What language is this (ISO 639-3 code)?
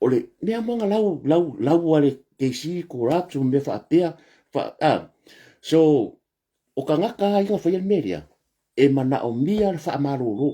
smo